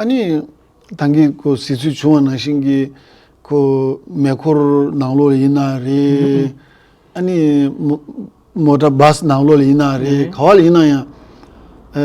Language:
Tibetan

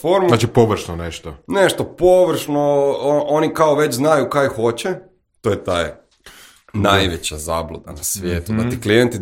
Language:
Croatian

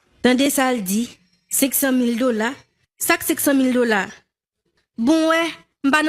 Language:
Haitian Creole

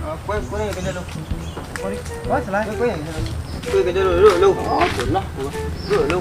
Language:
Minangkabau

